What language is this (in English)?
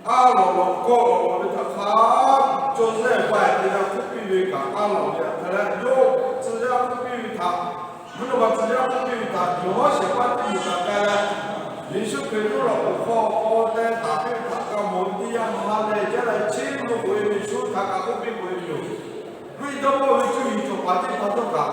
Lahu